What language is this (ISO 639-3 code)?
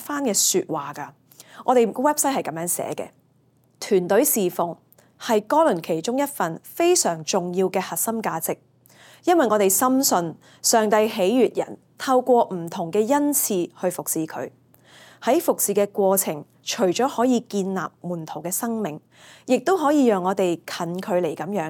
yue